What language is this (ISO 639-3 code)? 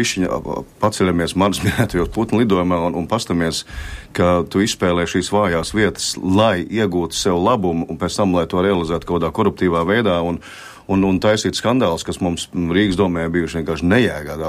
lav